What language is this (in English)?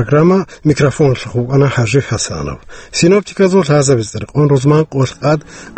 Avaric